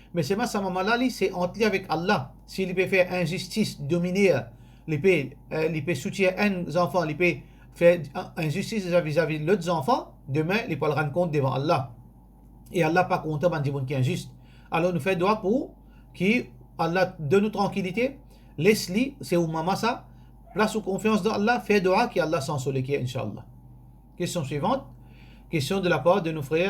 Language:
Morisyen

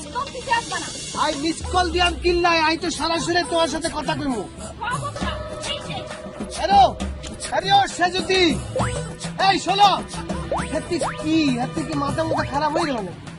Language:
Bangla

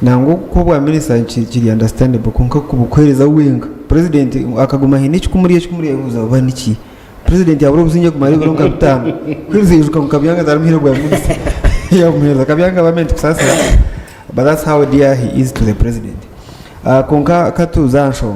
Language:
Nyankole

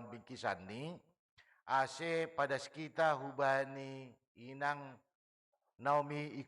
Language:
Batak Simalungun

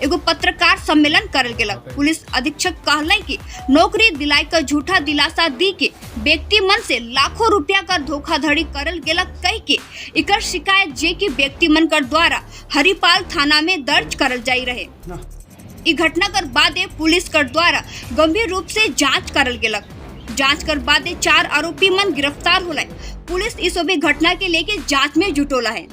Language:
Sadri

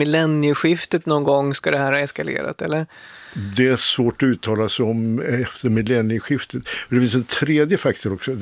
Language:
Swedish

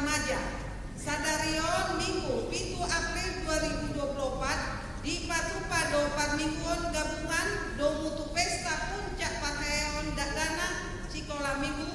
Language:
Batak Toba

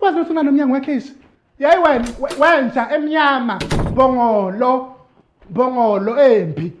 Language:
Zulu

